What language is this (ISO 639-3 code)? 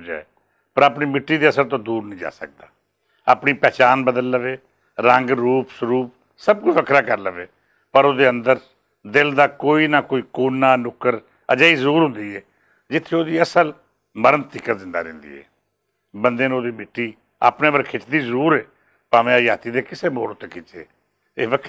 lah